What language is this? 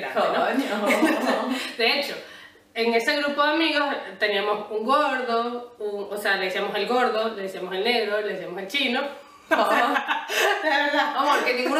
Spanish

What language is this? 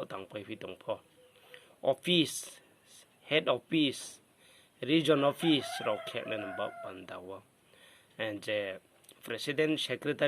Riang (India)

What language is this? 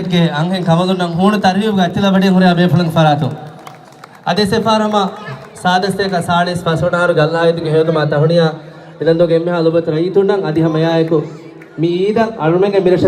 Divehi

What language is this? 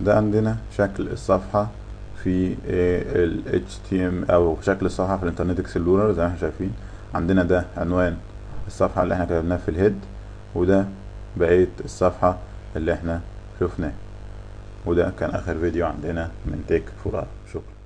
Egyptian Arabic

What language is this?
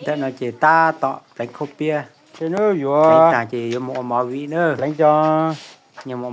Hmong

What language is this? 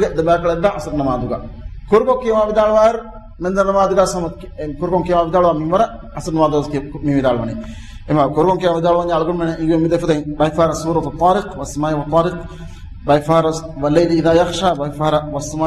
Divehi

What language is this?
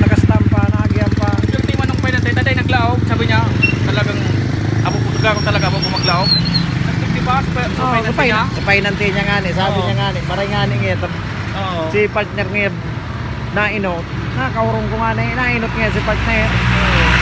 Bikol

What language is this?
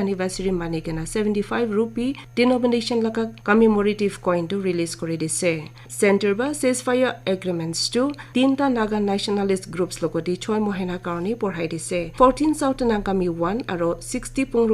Naga Pidgin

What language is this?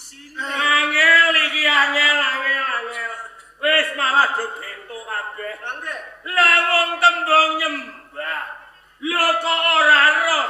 Javanese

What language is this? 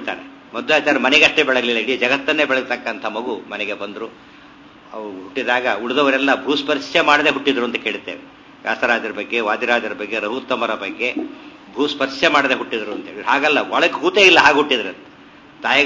Kannada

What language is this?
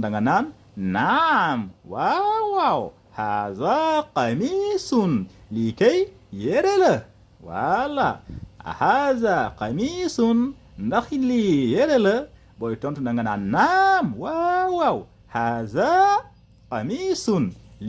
Wolof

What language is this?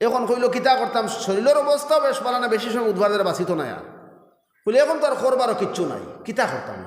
Sylheti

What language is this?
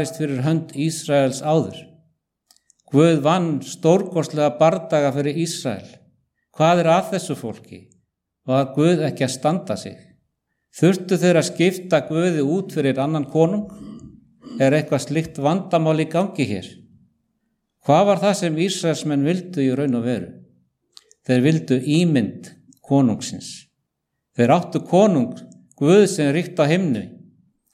Icelandic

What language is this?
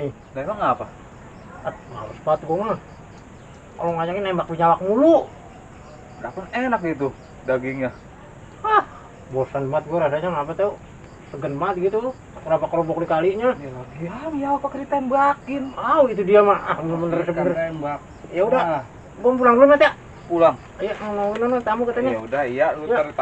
Betawi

